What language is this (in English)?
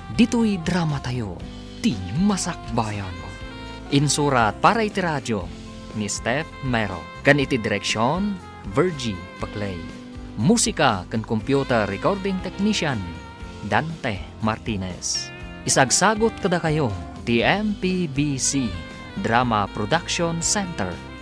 Iloko